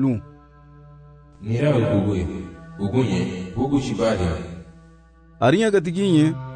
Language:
Garifuna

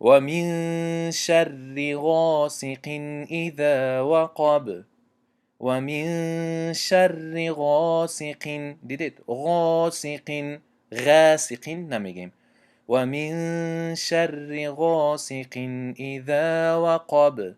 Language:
Tajik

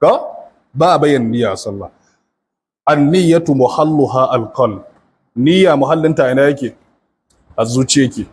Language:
Hausa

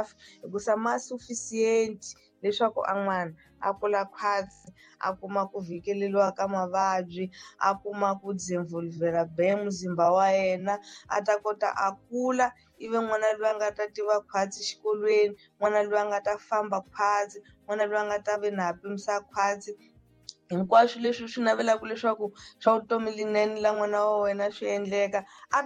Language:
Tsonga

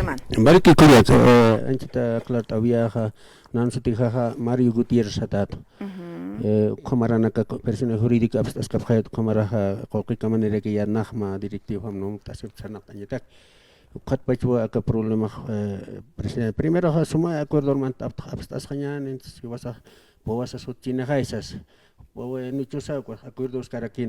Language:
Aymara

